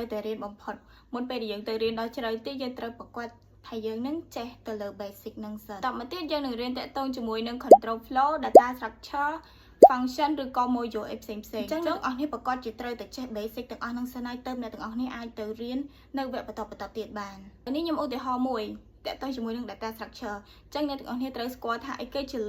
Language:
Khmer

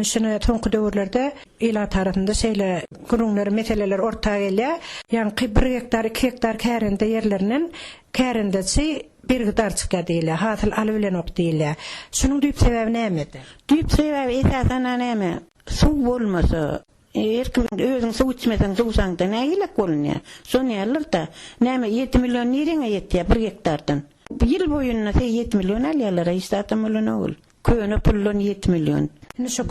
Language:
Turkmen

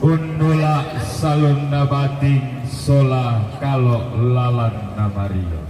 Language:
Toraja-Sa'dan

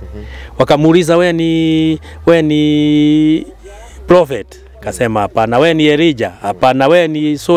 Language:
Kikuyu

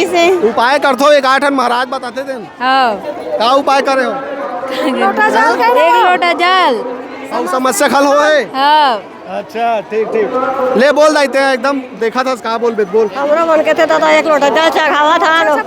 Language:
Chhattisgarhi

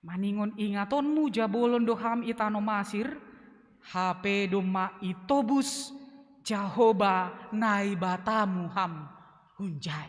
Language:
Batak Simalungun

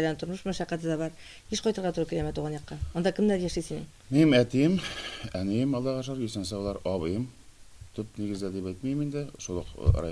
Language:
Tatar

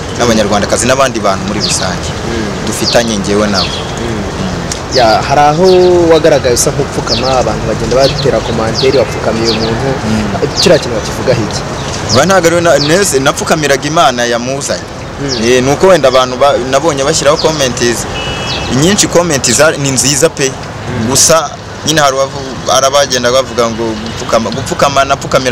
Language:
Kinyarwanda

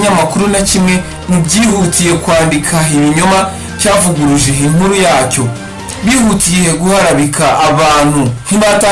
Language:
Kinyarwanda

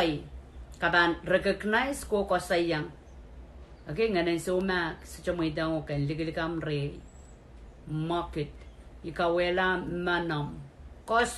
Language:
Pohnpeian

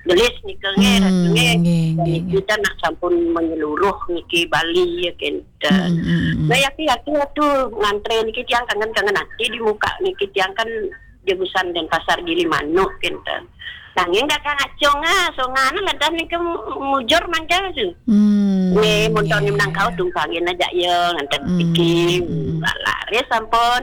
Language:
Balinese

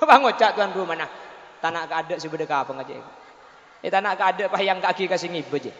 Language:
Madurese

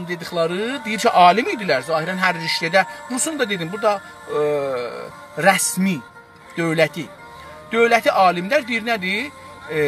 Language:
South Azerbaijani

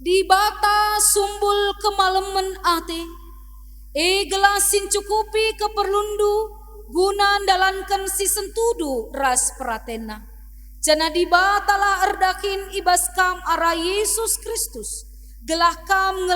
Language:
Batak Karo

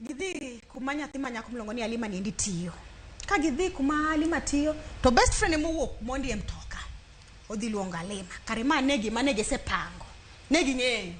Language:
Luo (Kenya and Tanzania)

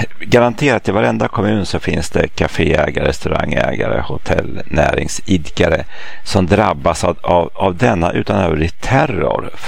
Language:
Swedish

